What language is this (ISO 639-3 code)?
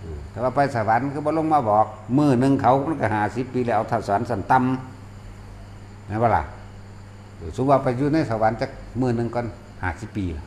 tts